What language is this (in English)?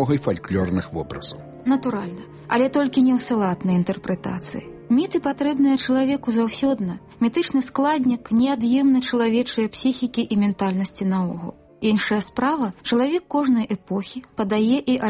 Belarusian